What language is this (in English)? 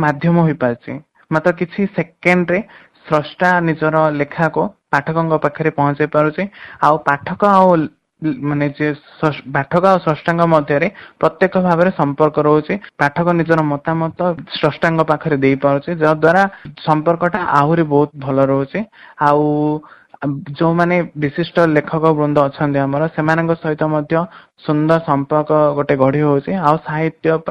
Odia